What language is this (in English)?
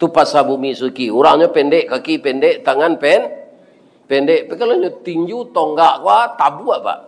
Minangkabau